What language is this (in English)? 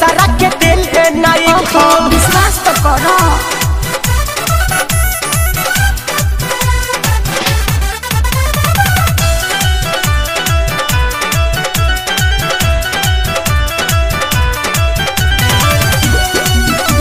Bhojpuri